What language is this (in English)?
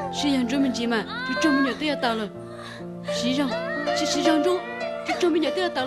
Hmong